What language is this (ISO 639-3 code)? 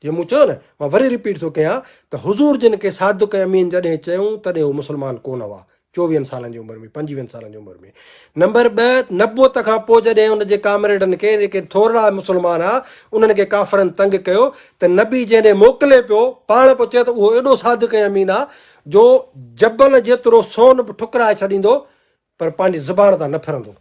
snd